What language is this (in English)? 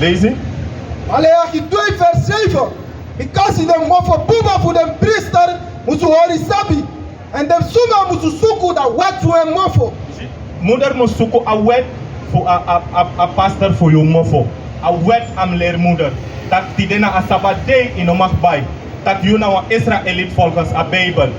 Sranan Tongo